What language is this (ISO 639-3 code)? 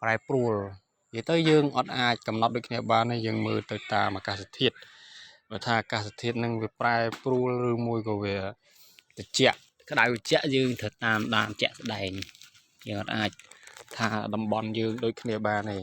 khm